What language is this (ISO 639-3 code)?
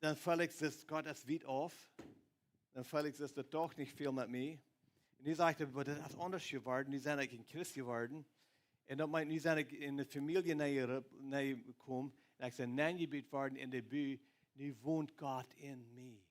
pdt